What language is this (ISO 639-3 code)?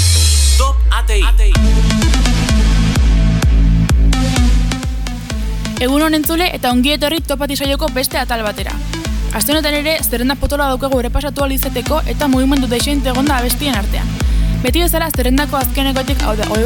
eus